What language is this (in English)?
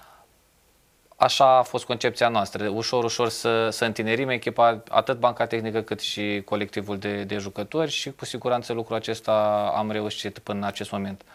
Romanian